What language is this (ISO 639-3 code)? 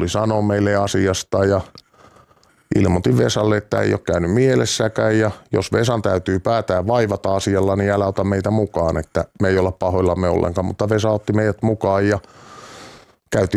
fin